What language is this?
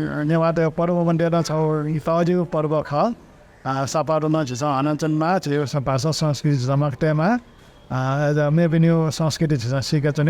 Newari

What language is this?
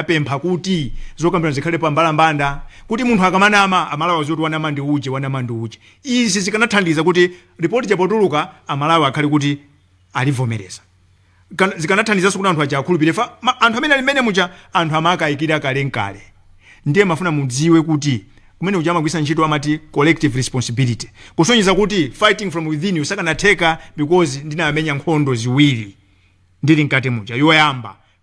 Nyanja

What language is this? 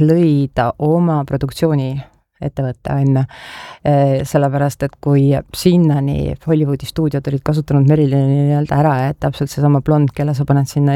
Estonian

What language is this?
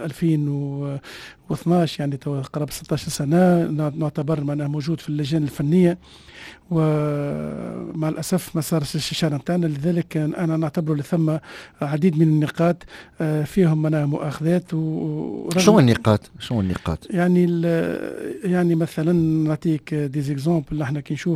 Tunisian Arabic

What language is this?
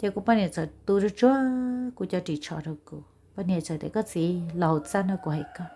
Hmong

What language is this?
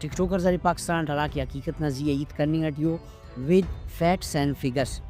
Brahui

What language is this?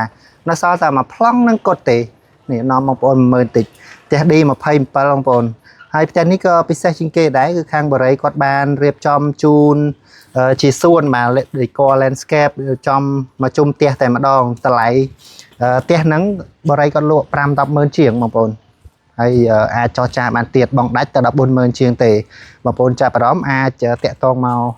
Khmer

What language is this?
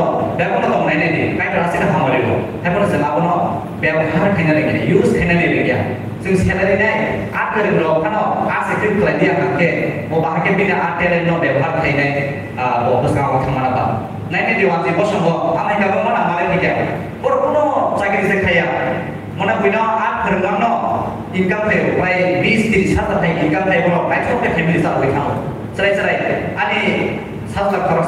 Kok Borok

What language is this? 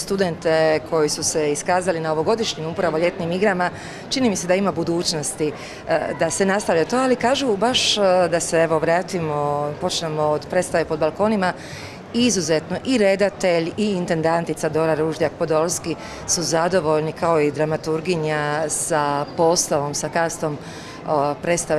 Croatian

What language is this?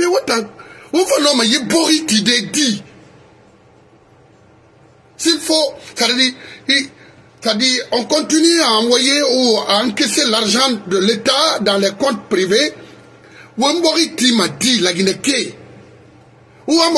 French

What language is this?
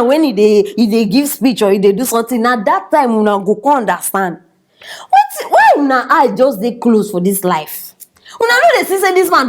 Nigerian Pidgin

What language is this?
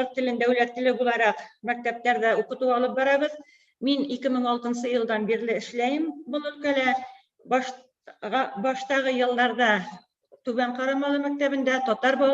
Bashkir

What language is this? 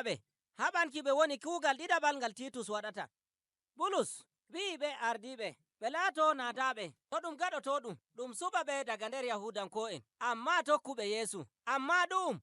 Nigerian Fulfulde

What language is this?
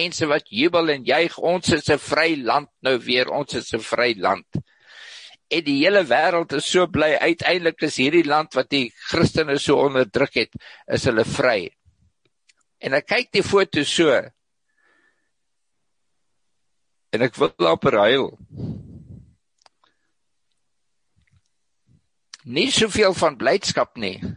Afrikaans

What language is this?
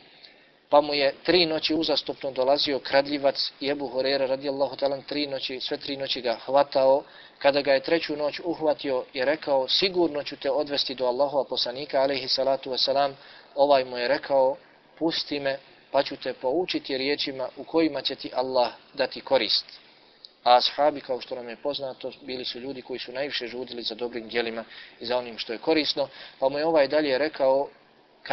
Bosnian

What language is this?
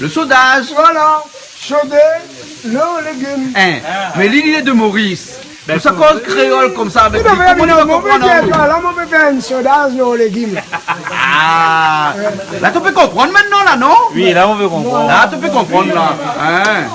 Réunion Creole French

